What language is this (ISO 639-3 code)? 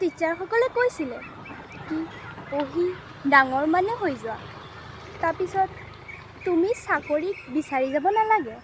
asm